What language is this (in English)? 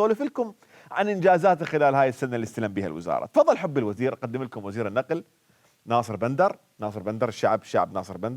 Mesopotamian Arabic